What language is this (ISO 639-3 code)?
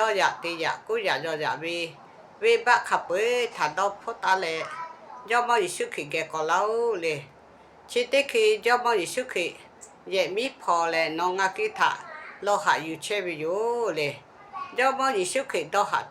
lhu